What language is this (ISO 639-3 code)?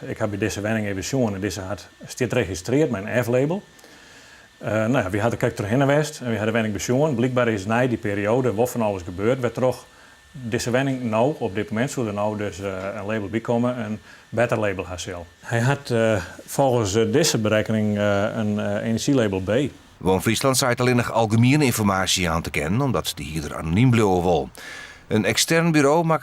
fry